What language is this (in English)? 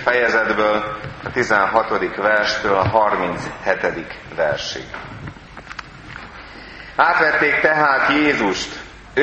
Hungarian